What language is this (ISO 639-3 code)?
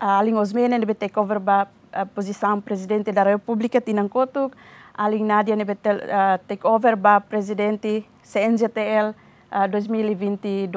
tet